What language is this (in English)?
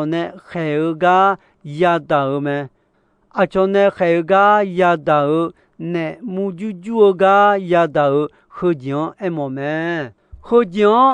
Akha